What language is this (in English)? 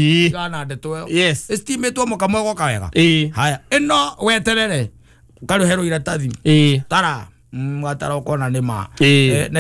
Kikuyu